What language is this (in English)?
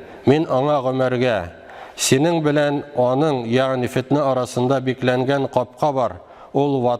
Tatar